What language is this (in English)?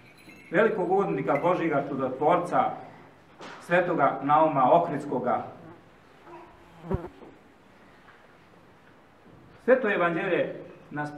Serbian